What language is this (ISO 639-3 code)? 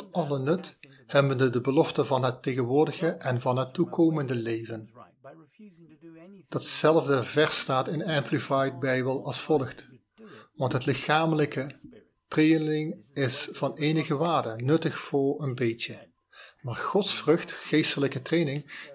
nld